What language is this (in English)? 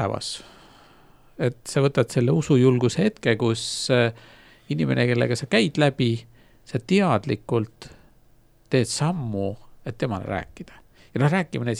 Estonian